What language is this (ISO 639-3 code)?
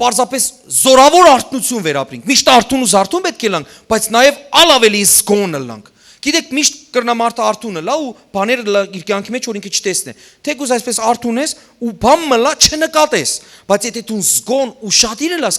hyw